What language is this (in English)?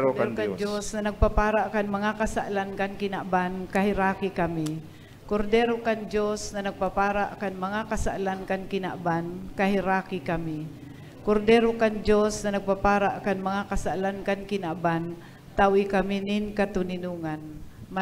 Bikol